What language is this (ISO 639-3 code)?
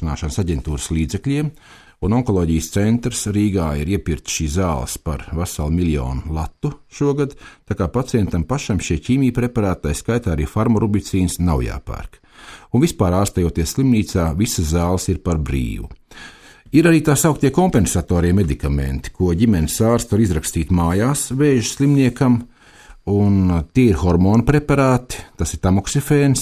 lav